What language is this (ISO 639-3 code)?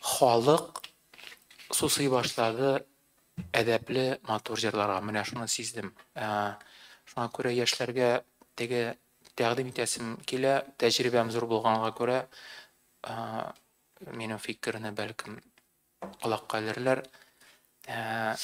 tat